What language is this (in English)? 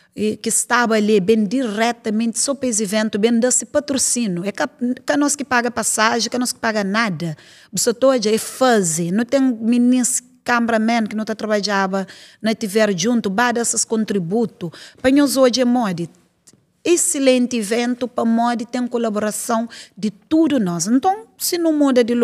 Kabuverdianu